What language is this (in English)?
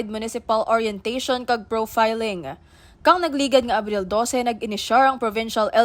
Kinaray-a